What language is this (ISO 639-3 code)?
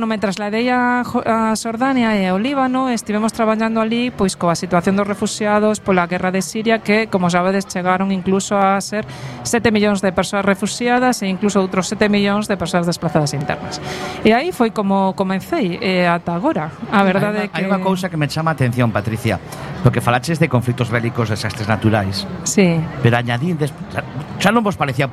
glg